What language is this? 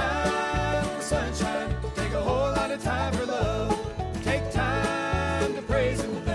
English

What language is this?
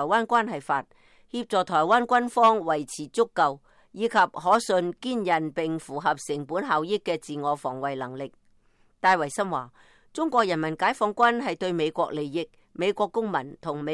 Cantonese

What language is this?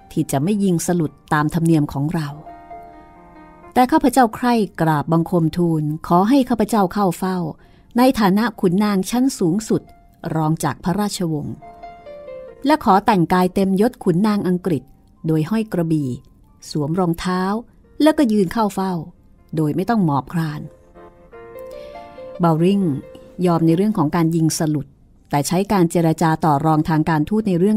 Thai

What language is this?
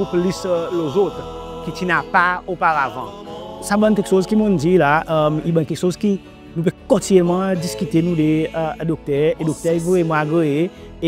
Seselwa Creole French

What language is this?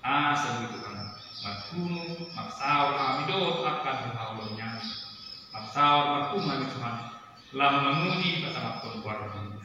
Batak Toba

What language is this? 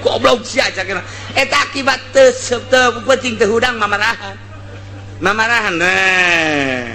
Sundanese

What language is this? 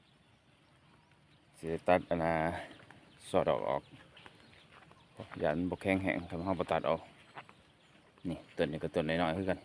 Lao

